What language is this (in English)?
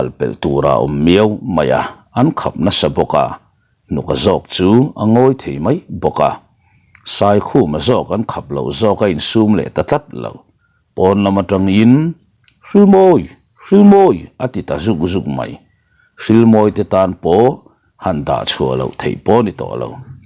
Mizo